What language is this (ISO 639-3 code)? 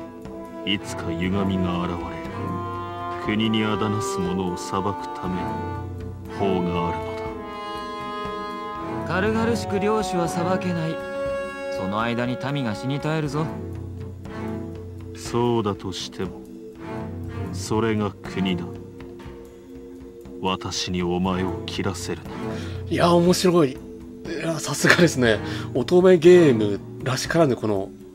jpn